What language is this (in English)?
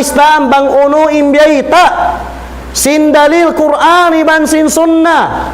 Tausug